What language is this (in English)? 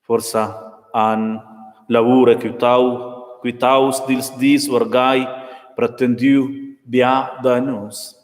Romansh